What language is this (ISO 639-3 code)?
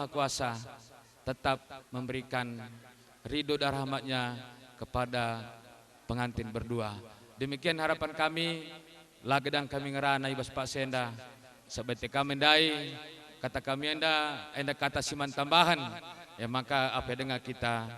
btx